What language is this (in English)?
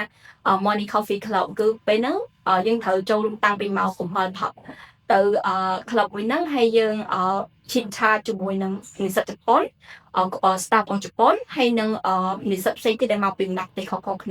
Khmer